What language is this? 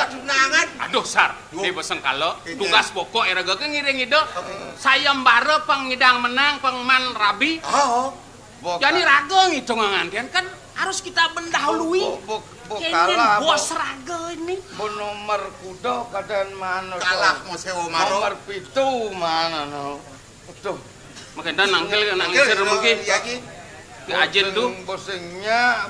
Balinese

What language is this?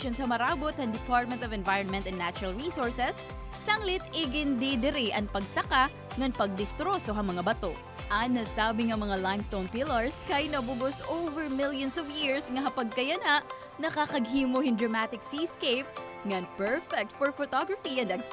Waray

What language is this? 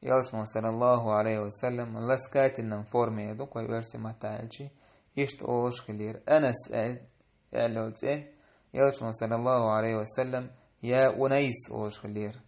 Chechen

